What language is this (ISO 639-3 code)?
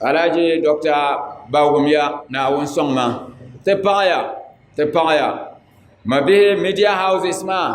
dag